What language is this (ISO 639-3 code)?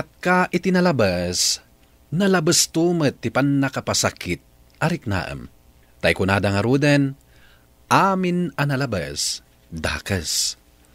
ilo